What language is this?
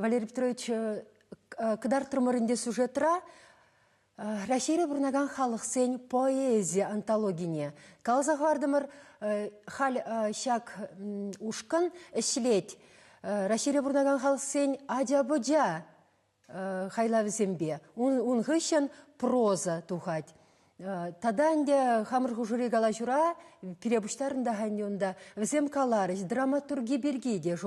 Chuvash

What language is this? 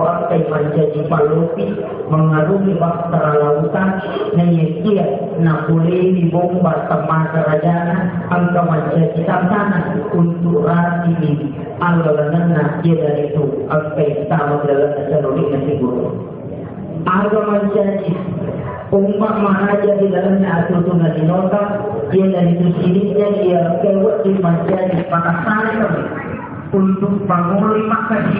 Buginese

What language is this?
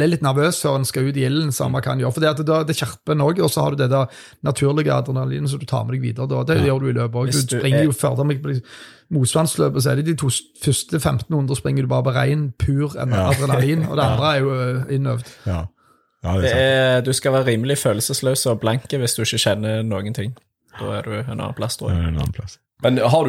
Norwegian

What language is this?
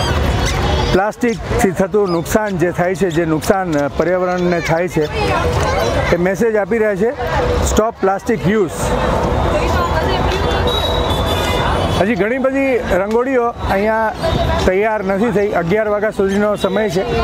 Gujarati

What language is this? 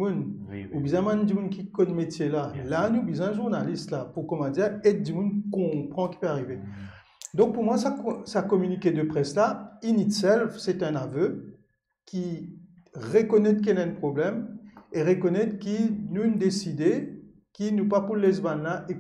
Morisyen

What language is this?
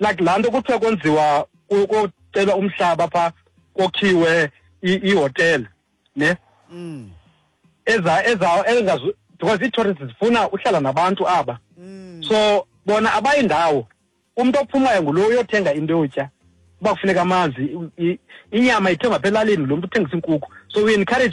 Xhosa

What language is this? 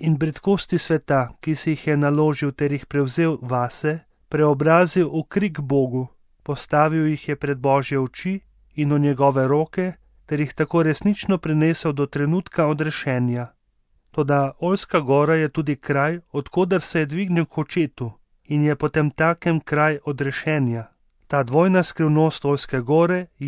Slovenian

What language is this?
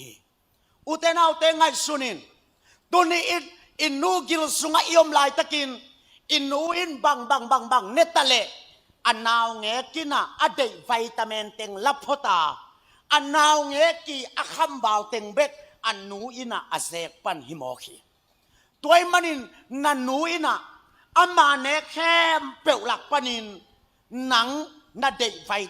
Tedim Chin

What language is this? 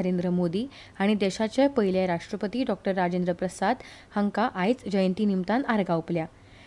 Konkani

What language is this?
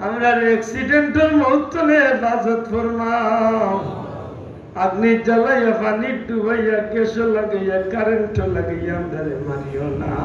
Sylheti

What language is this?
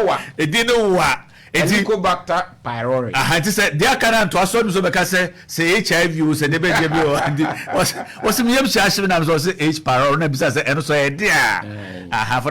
Akan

